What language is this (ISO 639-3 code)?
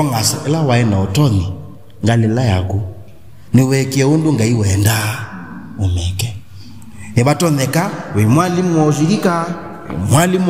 kam